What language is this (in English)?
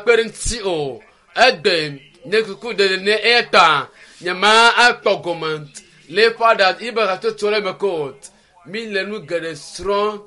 Ewe